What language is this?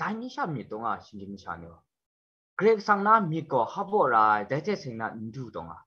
Kachin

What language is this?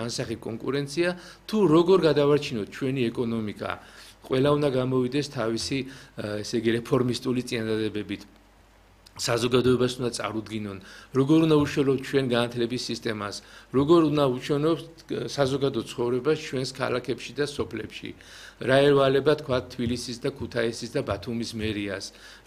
Georgian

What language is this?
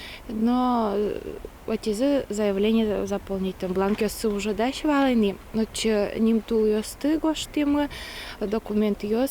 Udmurt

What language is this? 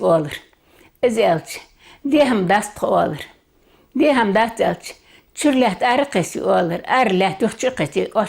Ingush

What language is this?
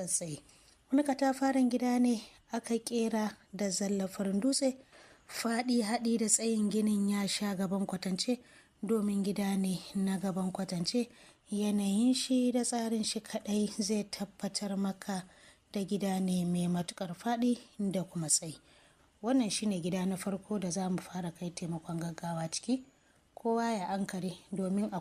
Hausa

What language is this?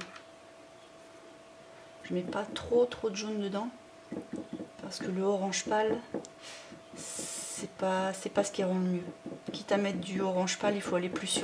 French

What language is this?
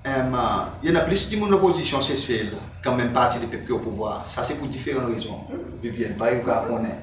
Seselwa Creole French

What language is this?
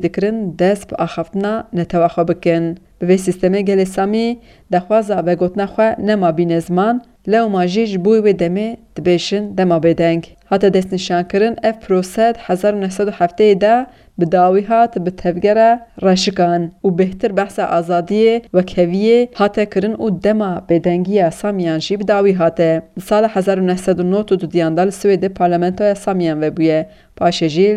Kurdish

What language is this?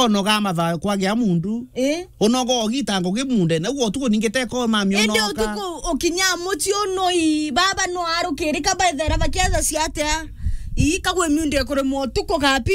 Meru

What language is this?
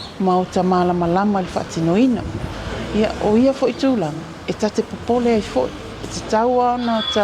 Samoan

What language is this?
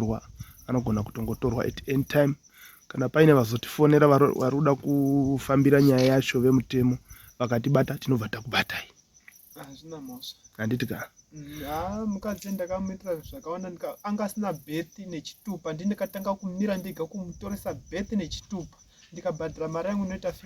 Shona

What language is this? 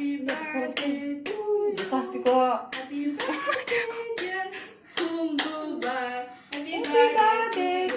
Kok Borok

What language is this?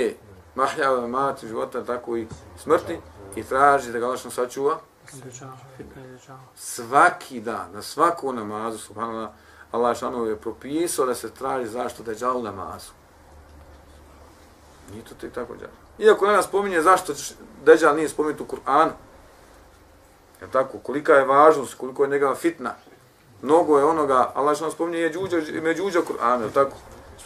Bosnian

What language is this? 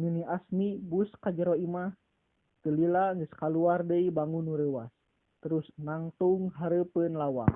Sundanese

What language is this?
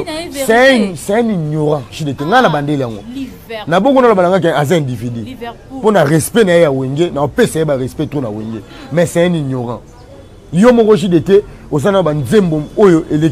Lingala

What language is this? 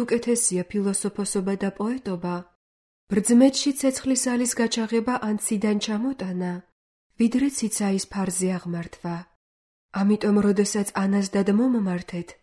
Georgian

